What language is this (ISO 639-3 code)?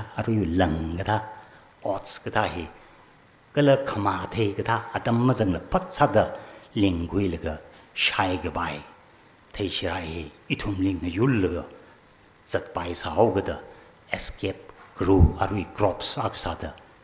nmf